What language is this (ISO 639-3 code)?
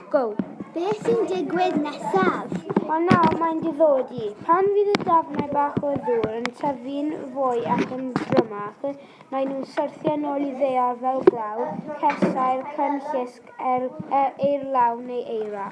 cym